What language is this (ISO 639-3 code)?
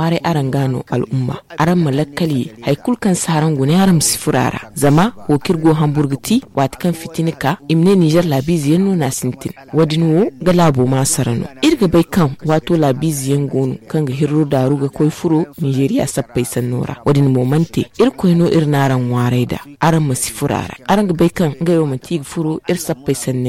dje